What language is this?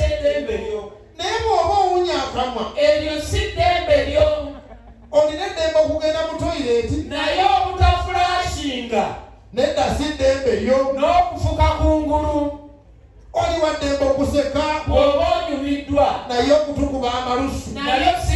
Ganda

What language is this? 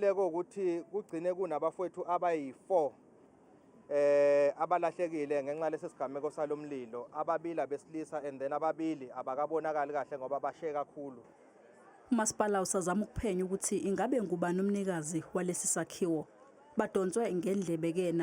Zulu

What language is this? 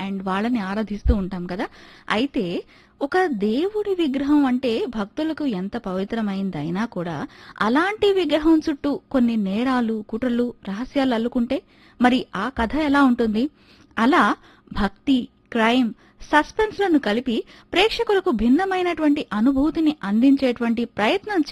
Telugu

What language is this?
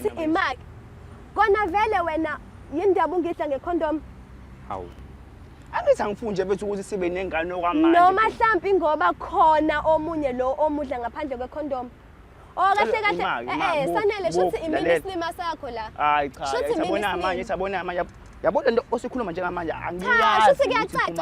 Zulu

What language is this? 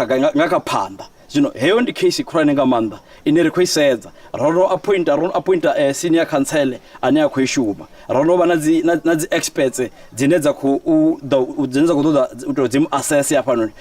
Venda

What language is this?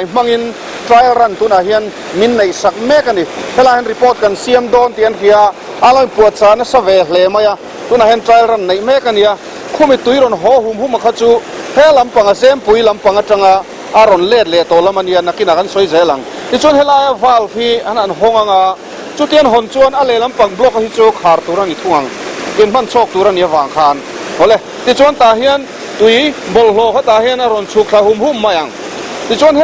Mizo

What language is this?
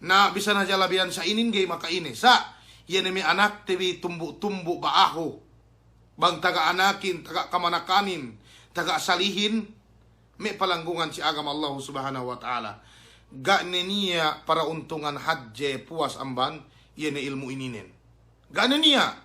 Yakan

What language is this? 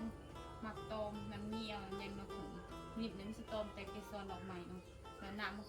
Lao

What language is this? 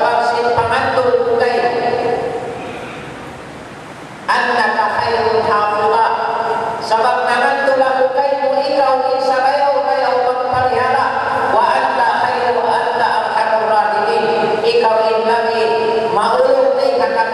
Tausug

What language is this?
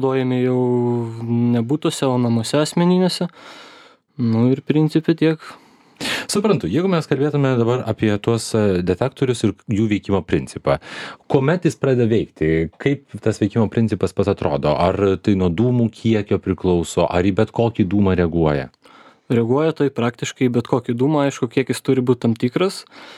Lithuanian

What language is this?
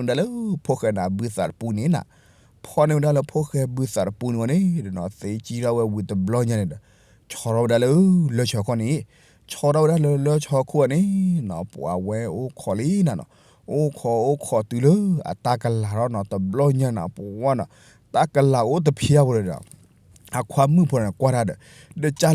S'gaw Karen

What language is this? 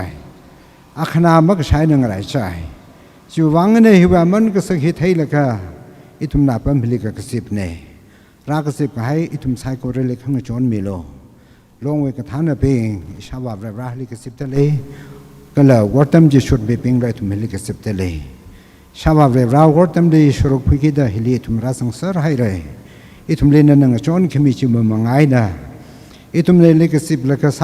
Tangkhul Naga (India)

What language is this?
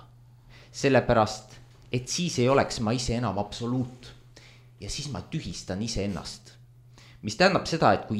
Estonian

